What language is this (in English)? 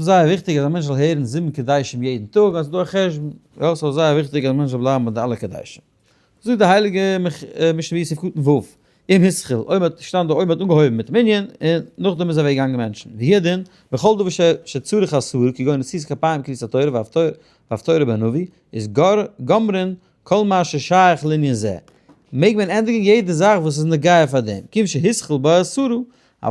Yiddish